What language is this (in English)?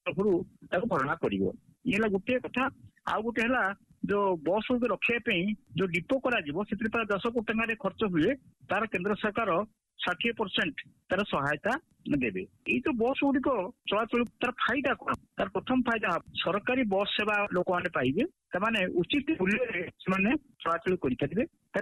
Odia